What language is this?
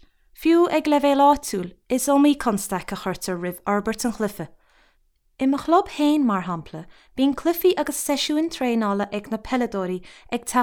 Irish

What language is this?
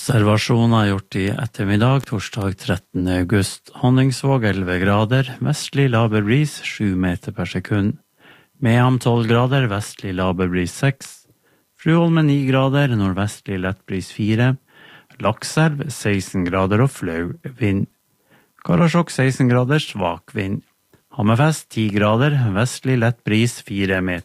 Norwegian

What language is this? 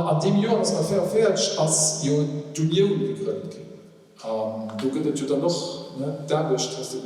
Luxembourgish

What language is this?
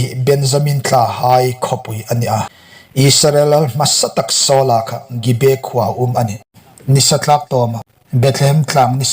Hmar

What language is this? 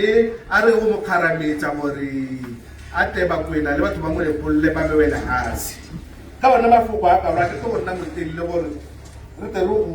Tswana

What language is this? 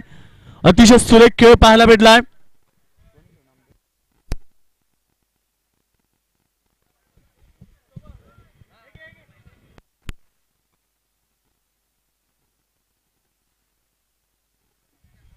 Marathi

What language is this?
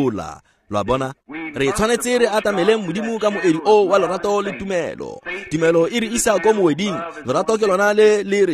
Tswana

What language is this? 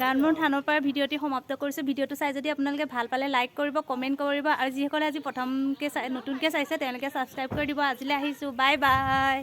Assamese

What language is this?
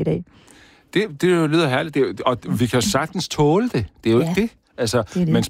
Danish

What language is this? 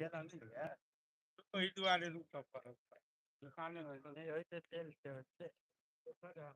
Maithili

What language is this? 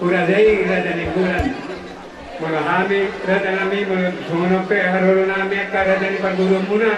Batak Toba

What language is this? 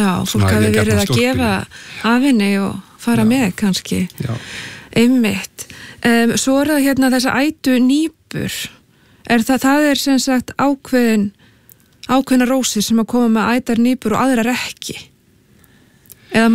Icelandic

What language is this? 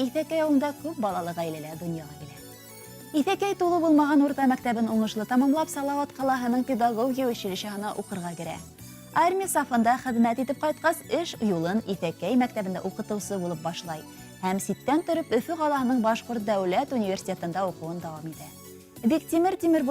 Bashkir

